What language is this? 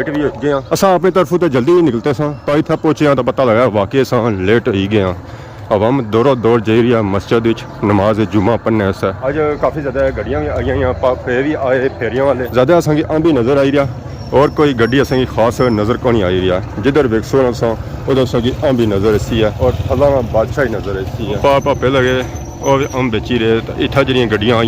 Pahari-Potwari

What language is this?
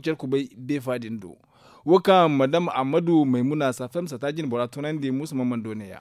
Zarma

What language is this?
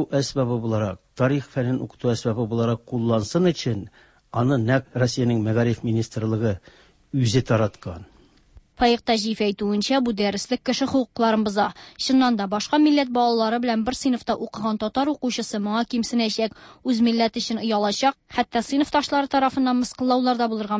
Tatar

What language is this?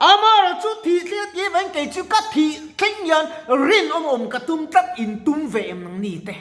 Mizo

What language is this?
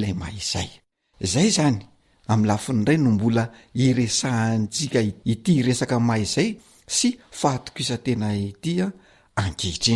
Malagasy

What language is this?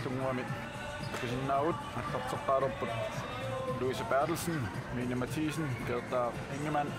Kalaallisut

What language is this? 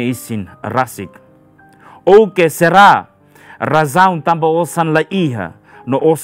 Tetum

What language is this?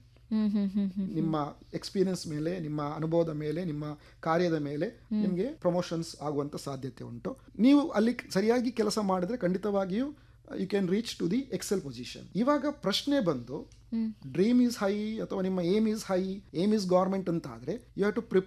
Kannada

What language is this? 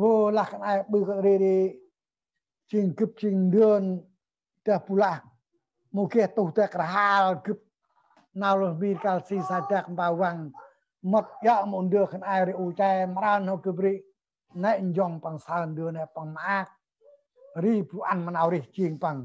Central Mnong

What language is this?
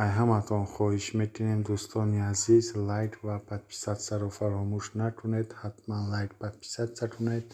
Tajik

